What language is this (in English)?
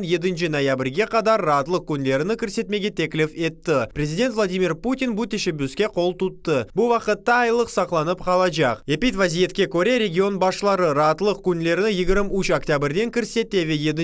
Crimean Tatar